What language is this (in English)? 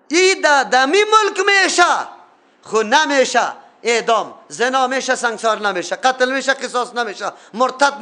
Persian